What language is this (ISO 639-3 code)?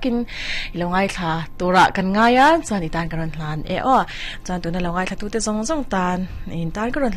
lus